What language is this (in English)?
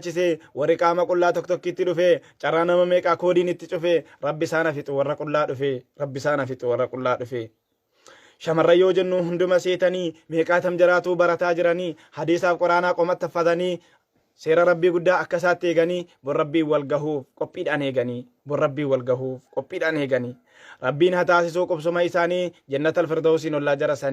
Oromo